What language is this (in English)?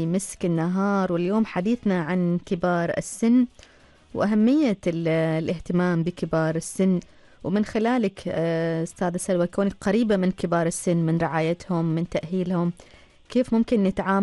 Arabic